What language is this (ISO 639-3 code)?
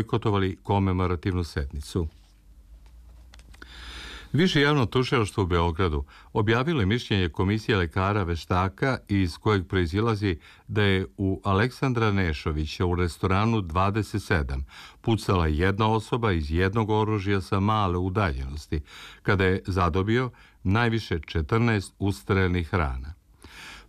srp